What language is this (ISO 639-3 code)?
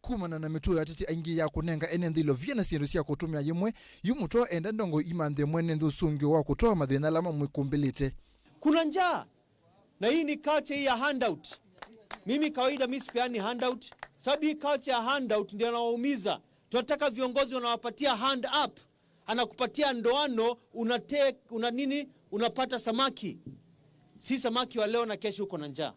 kam